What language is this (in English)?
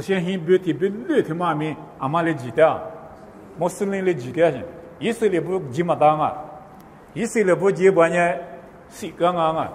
Lisu